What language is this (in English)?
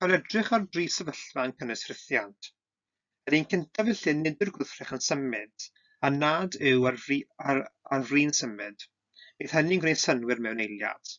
Welsh